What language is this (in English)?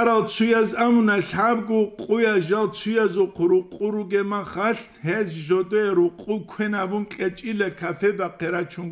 Avaric